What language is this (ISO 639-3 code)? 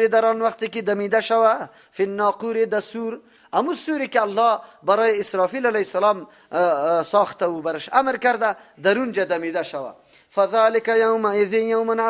fas